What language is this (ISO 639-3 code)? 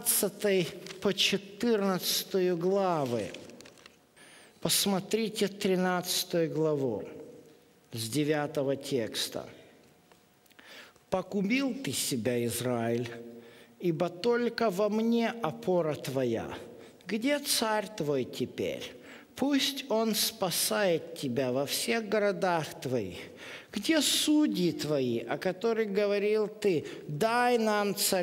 rus